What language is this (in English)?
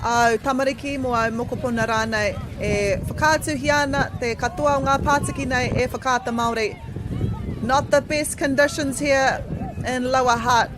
Māori